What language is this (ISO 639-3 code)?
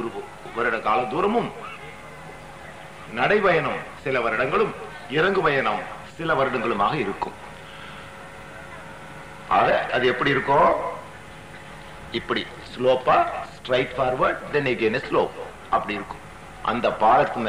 tam